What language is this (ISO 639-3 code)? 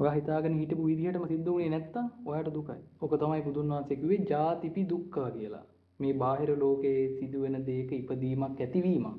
sin